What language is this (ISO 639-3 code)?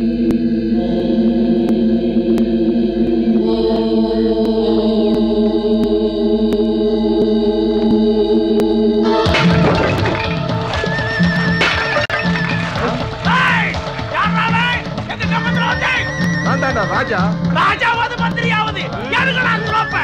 tam